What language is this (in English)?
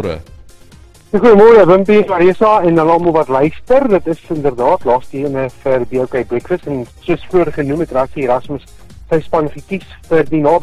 Afrikaans